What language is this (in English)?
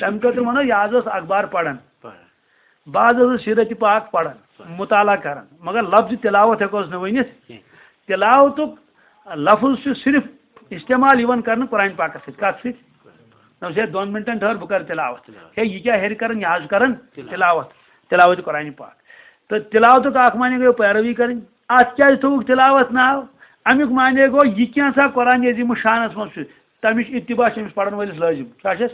Kashmiri